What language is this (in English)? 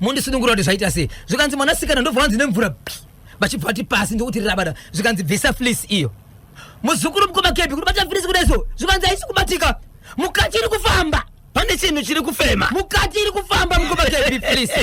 Shona